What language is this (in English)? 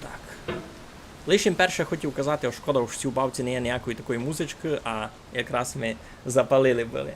Rusyn